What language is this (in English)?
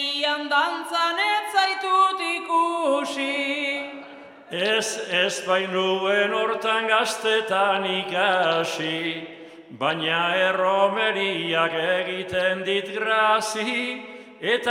Basque